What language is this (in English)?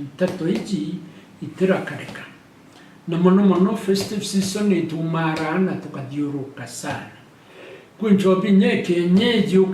Meru